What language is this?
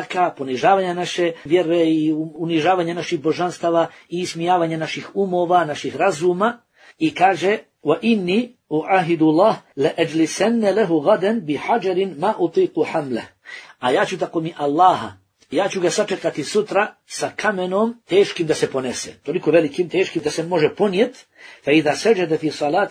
Bosnian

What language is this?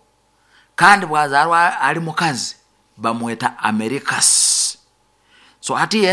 Nyoro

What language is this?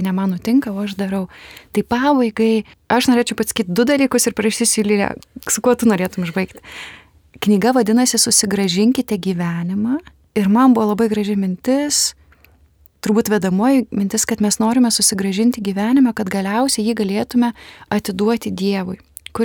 Lithuanian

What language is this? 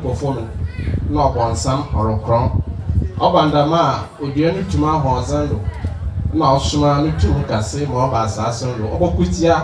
Akan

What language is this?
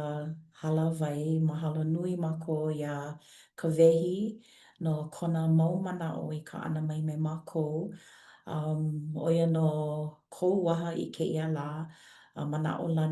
Hawaiian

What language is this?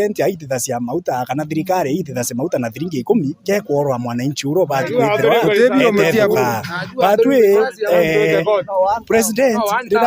Meru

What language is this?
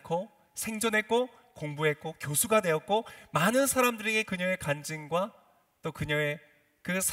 Korean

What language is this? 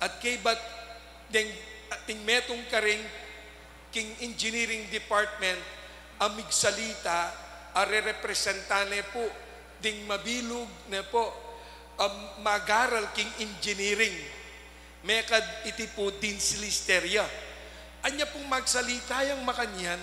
Pampanga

